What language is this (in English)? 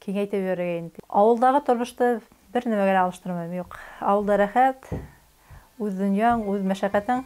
Bashkir